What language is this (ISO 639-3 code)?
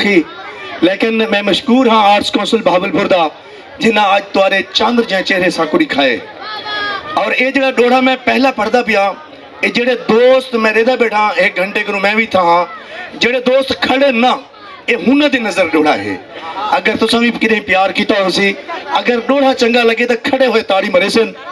skr